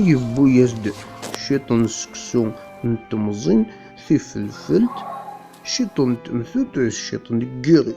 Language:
Kabyle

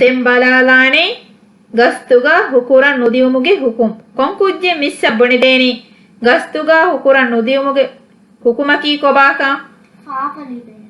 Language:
Divehi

